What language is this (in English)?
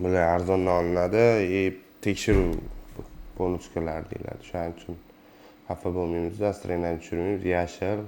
Uzbek